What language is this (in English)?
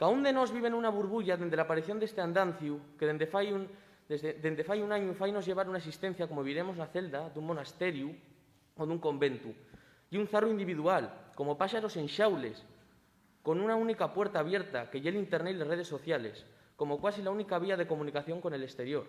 Asturian